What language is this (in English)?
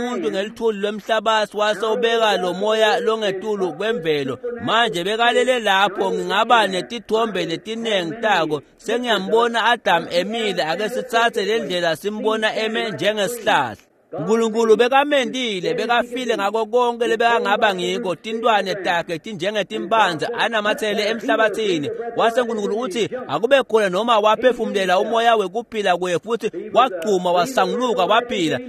Swati